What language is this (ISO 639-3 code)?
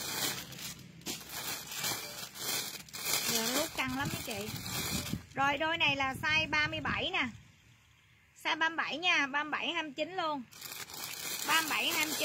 vie